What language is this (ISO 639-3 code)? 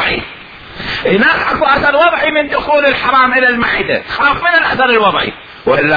acm